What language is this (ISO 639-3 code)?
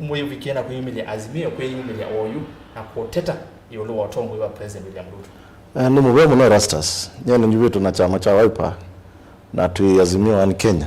kam